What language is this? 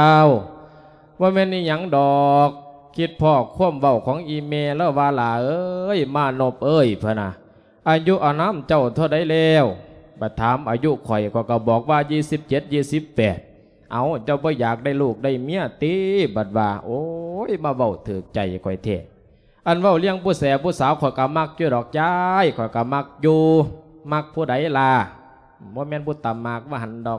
Lao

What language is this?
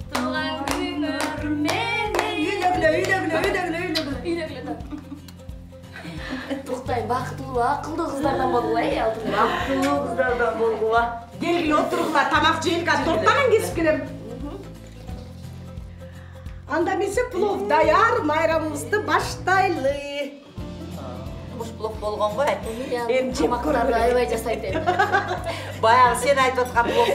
Kyrgyz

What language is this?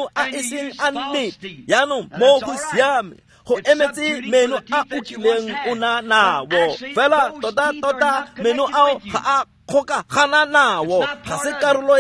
Tswana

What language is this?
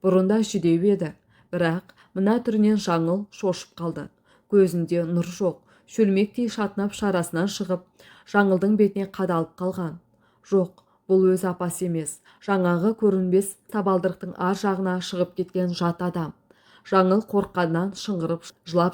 Kazakh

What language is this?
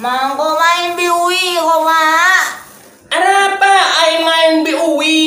Madurese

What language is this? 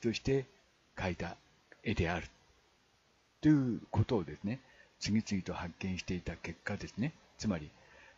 Japanese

